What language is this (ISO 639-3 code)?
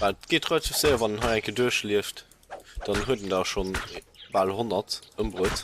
ltz